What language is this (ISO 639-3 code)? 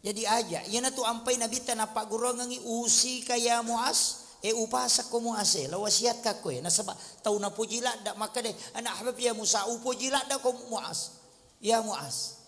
bug